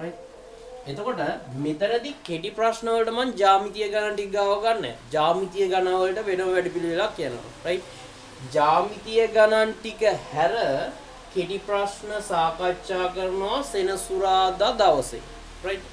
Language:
Sinhala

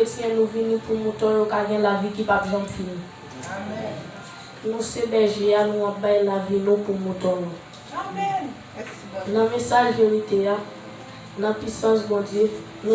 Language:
Haitian Creole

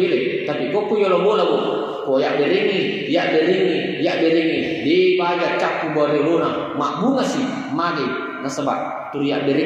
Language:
Buginese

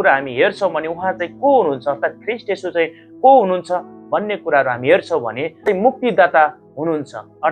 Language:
Nepali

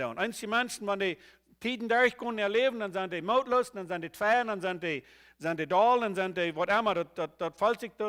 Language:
Plautdietsch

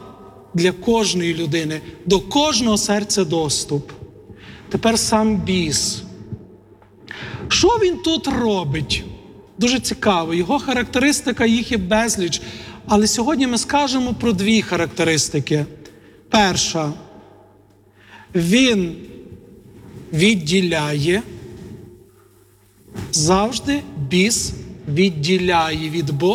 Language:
Ukrainian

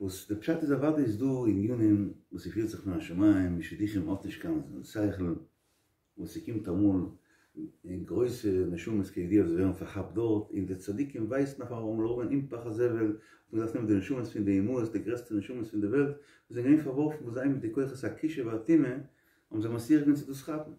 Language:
Yiddish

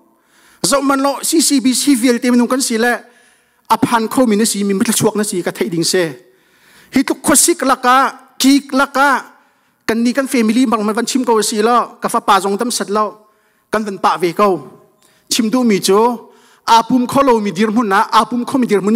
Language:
Hakha Chin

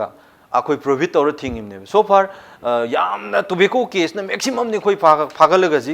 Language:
Manipuri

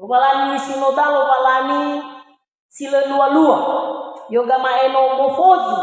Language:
Nias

